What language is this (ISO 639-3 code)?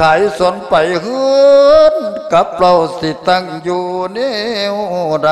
lao